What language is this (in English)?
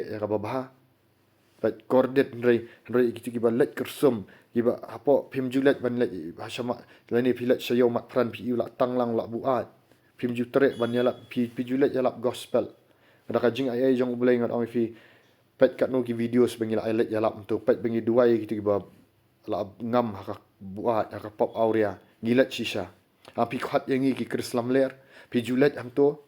Khasi